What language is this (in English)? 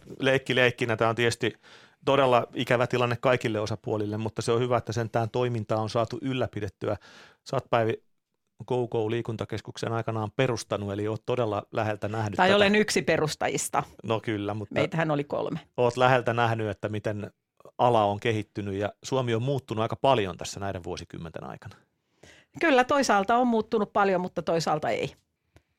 Finnish